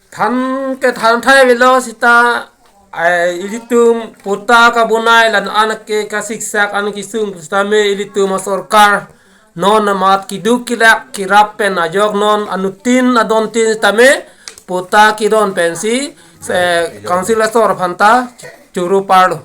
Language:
Karbi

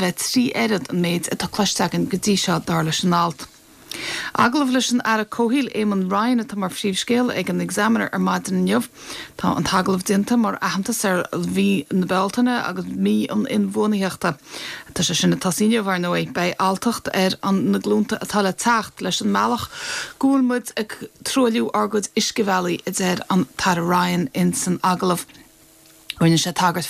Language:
Irish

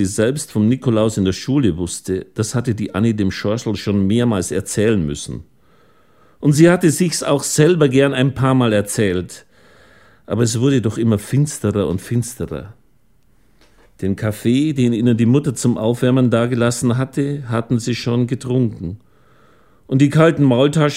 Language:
German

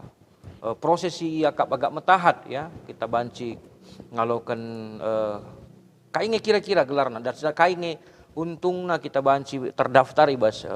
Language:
Batak Karo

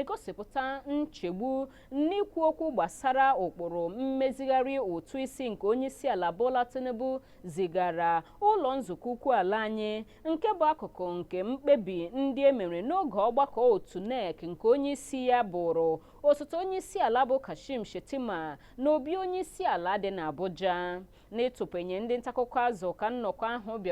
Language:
Igbo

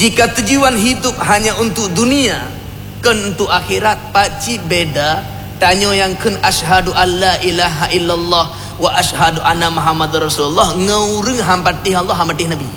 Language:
Achinese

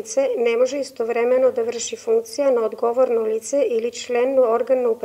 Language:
Macedonian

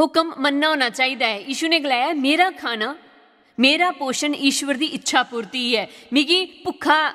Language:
Dogri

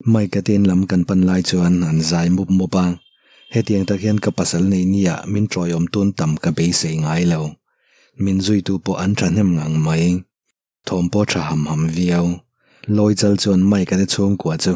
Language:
Mizo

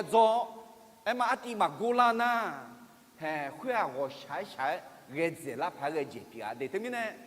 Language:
Akha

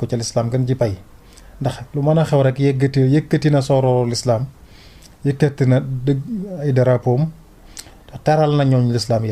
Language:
Wolof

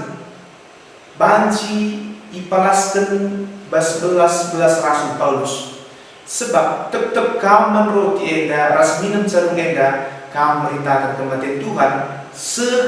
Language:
Batak Karo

